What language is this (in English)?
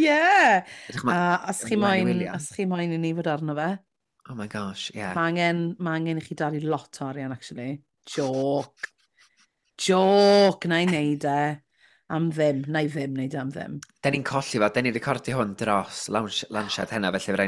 Welsh